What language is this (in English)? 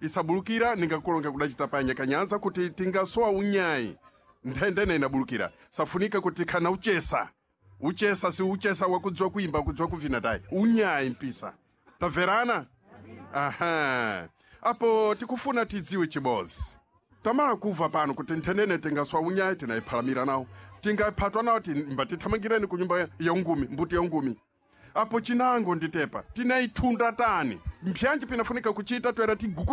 Sena